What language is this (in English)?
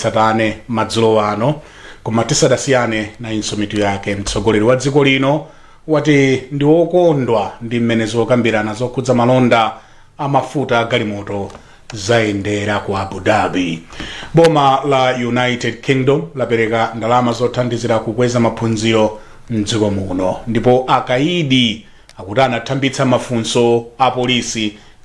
Nyanja